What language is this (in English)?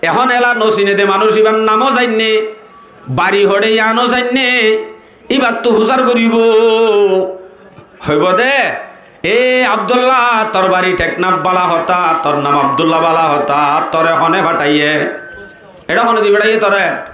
Rohingya